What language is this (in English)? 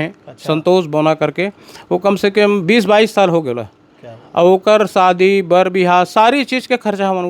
Chhattisgarhi